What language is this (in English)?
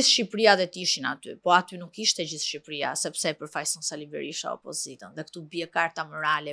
Albanian